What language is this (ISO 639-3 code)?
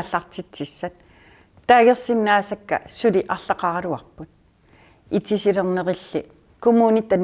kal